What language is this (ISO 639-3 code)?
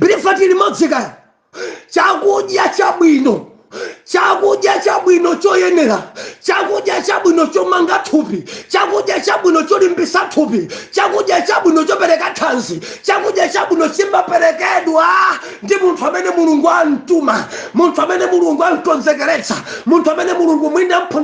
nya